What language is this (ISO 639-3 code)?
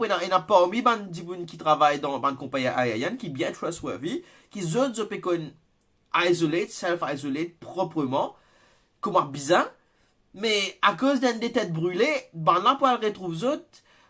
mfe